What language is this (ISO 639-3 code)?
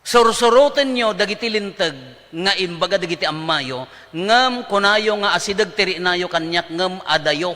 ilo